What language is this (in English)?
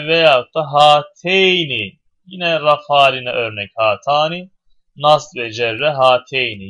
Turkish